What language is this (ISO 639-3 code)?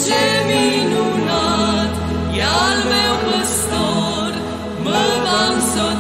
ron